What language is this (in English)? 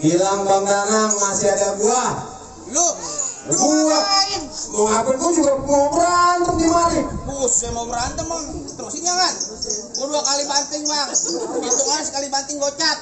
Betawi